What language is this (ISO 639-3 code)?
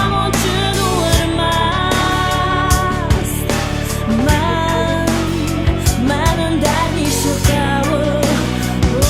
oss